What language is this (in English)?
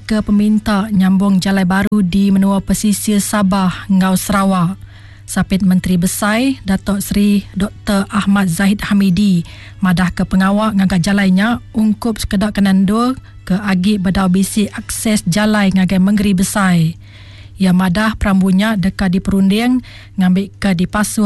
Iban